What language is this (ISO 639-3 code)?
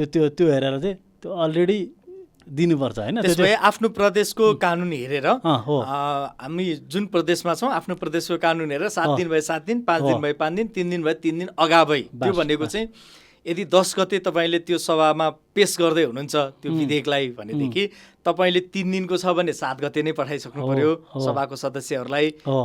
nep